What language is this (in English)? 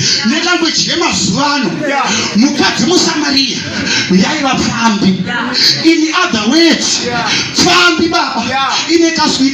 Shona